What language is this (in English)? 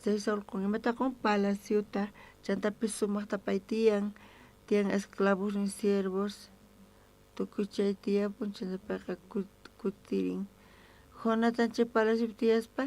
South Bolivian Quechua